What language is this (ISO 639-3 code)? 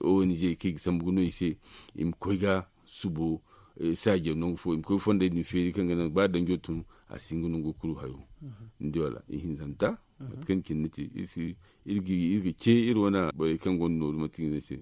dje